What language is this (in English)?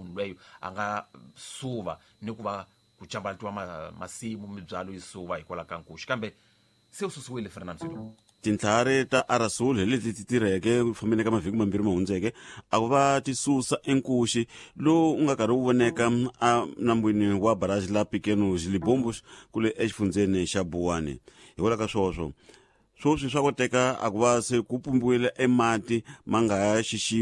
Tsonga